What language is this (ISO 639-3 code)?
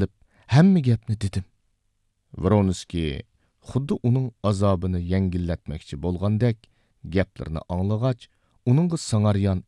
uig